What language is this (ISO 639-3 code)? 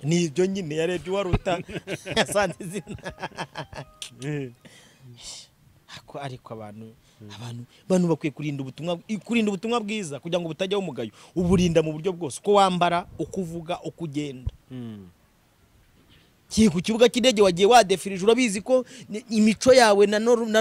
kin